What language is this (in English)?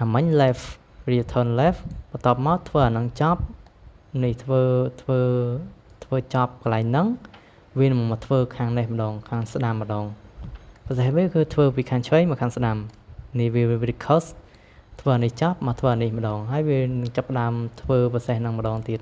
Khmer